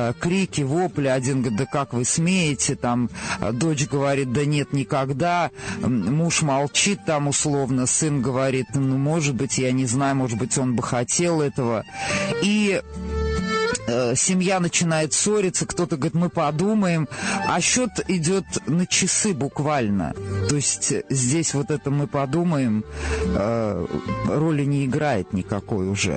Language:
Russian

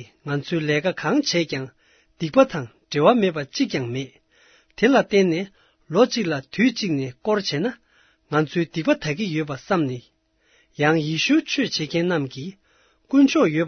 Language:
Tibetan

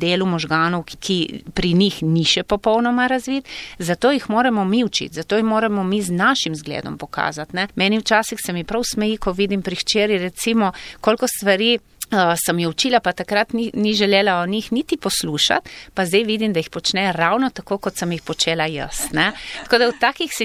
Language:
Slovenian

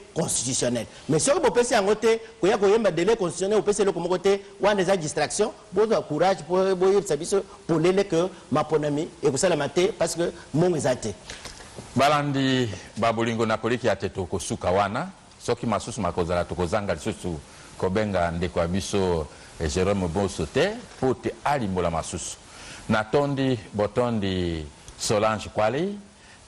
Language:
Lingala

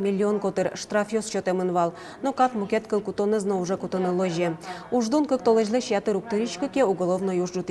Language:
Udmurt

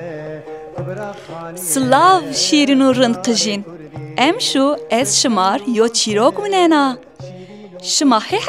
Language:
Kurdish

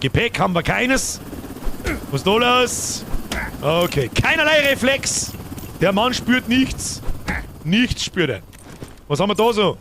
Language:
Bavarian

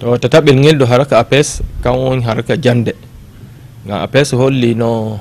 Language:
Fula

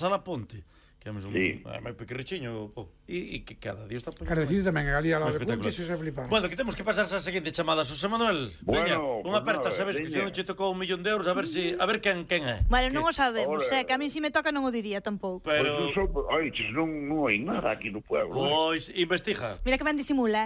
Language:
Galician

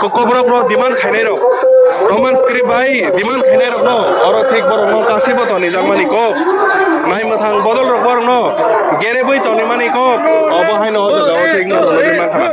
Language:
Kok Borok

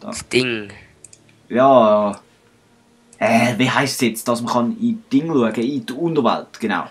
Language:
Swiss German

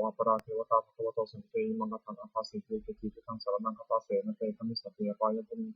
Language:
Pali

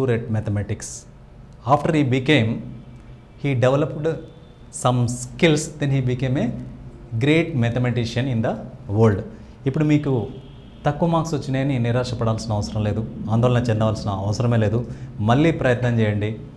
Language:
Telugu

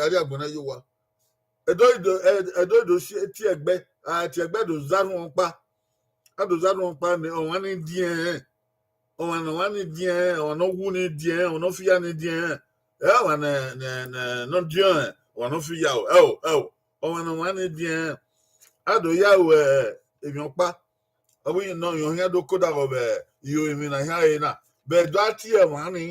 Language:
Bini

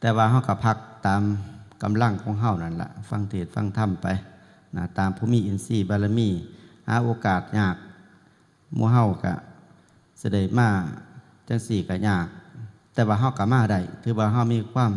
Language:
Northeastern Thai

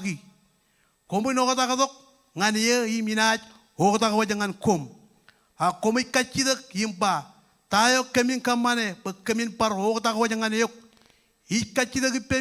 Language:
Marshallese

